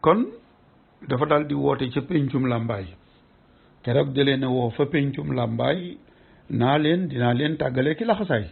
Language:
Wolof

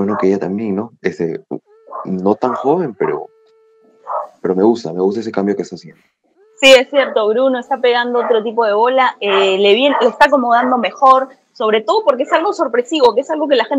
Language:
Spanish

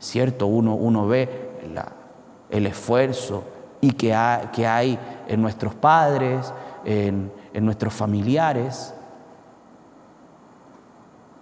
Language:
Spanish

